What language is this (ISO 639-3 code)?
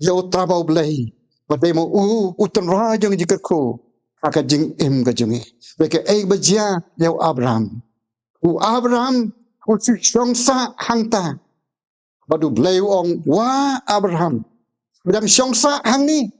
kha